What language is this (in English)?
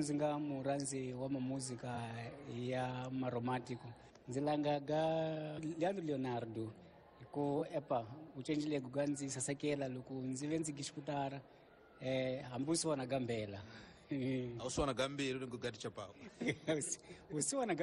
Tsonga